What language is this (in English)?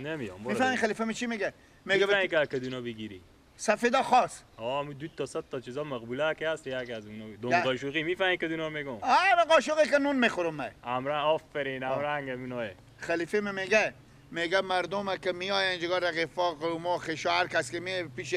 Persian